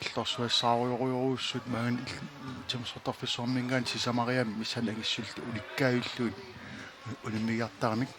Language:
Kalaallisut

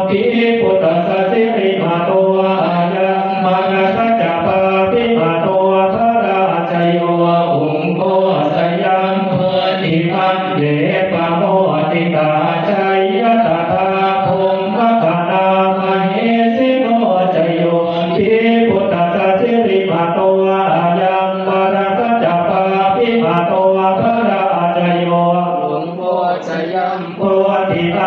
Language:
Pali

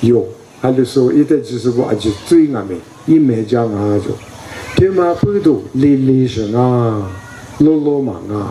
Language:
Lisu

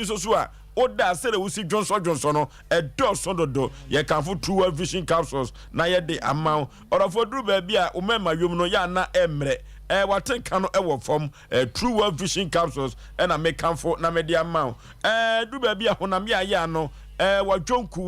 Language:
Akan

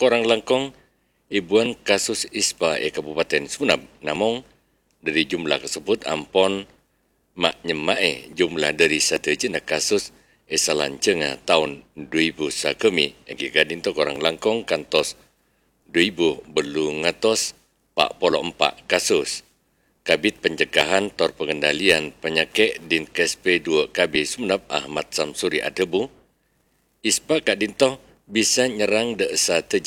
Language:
Madurese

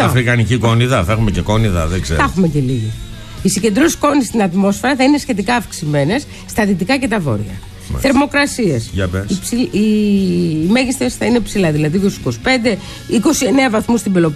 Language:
Greek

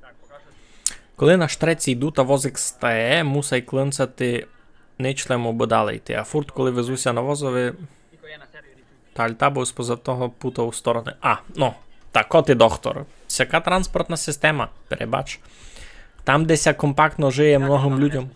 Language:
Rusyn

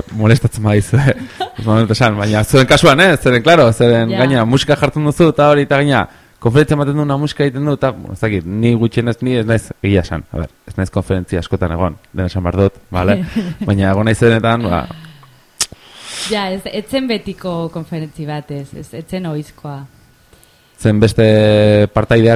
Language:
Basque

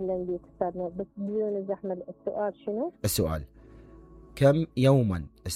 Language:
Mesopotamian Arabic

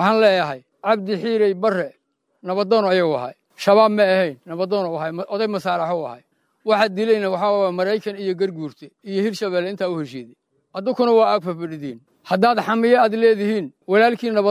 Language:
Somali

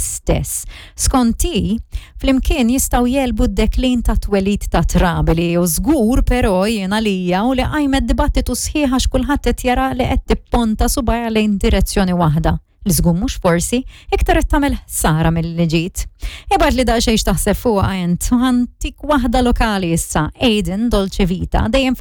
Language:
Maltese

